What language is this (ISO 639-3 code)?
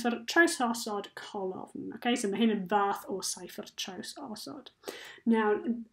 cym